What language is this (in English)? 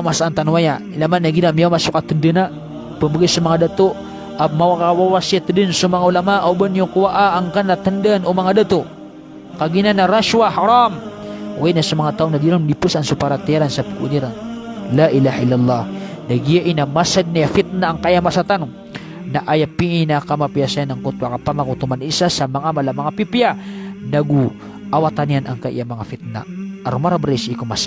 Maranao